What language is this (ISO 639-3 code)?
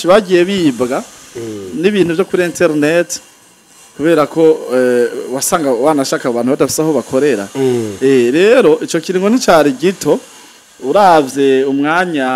run